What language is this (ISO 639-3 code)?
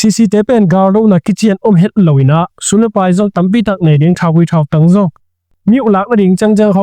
ctd